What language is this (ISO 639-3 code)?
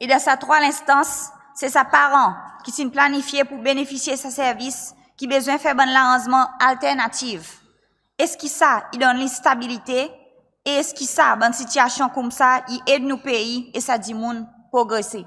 crs